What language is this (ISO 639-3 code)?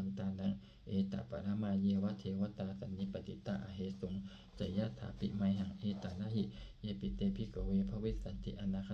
pli